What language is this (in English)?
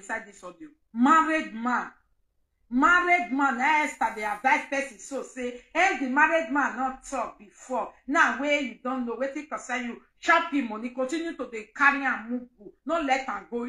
Nigerian Pidgin